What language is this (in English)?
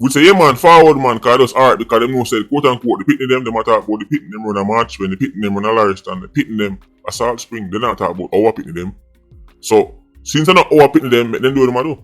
Jamaican Creole English